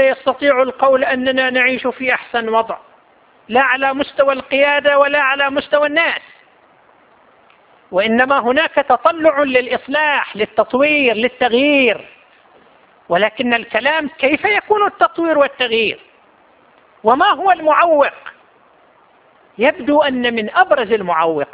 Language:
Arabic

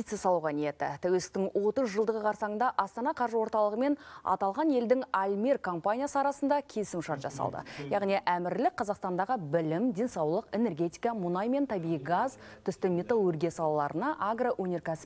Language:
Kazakh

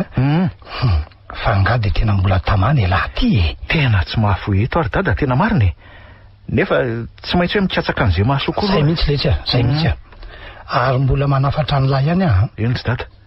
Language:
Malagasy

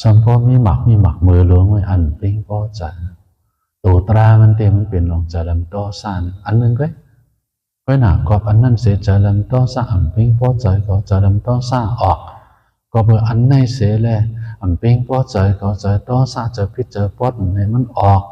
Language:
Shan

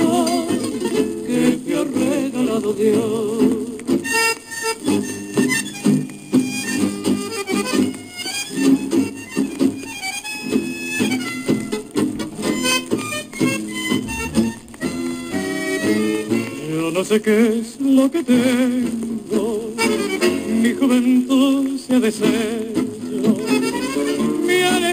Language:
Spanish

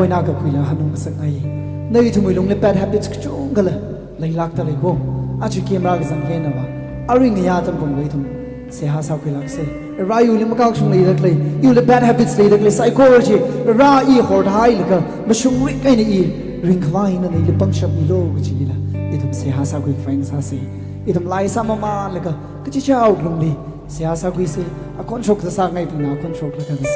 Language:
Tangkhul Naga (India)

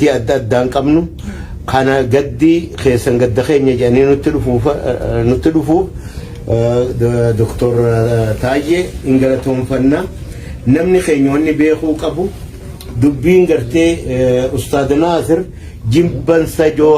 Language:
Oromo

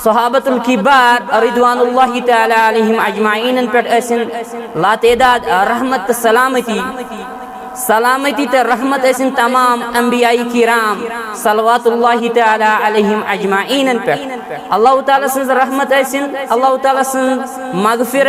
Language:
Kashmiri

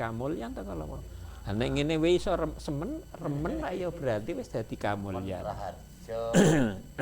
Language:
Javanese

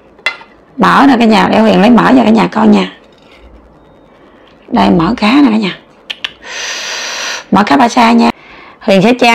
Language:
Vietnamese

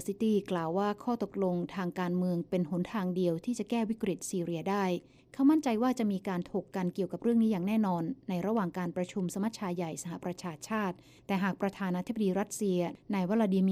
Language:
Thai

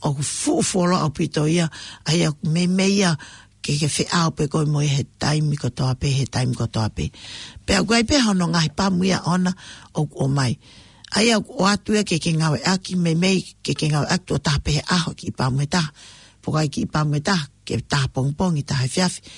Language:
Tongan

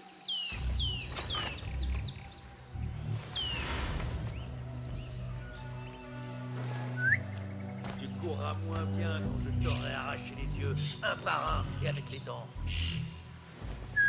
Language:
French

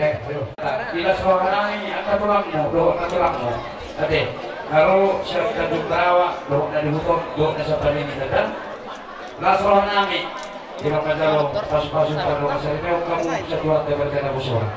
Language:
Batak Toba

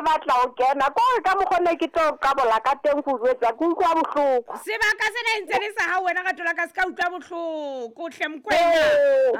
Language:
Southern Sotho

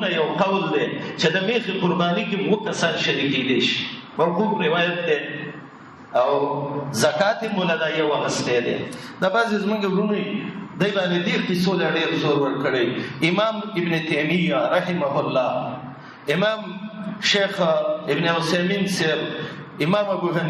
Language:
Pashto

